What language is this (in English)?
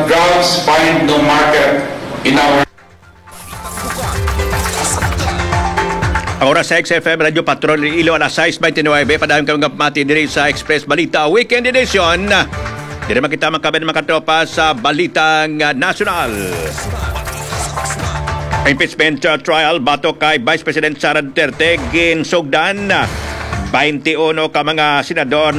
Hiligaynon